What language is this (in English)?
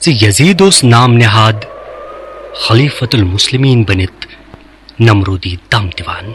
Kashmiri